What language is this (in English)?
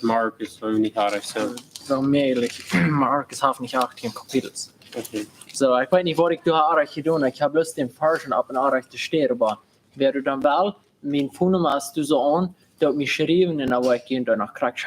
Plautdietsch